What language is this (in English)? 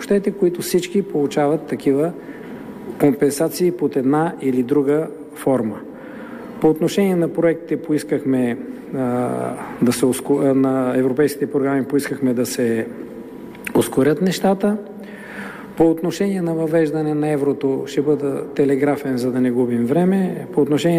Bulgarian